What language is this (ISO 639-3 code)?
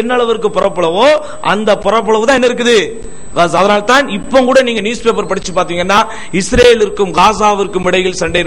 tam